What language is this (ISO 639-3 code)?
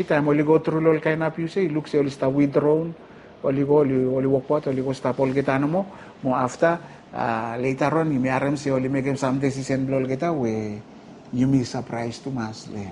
bis